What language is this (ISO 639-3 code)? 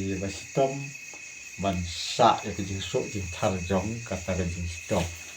kha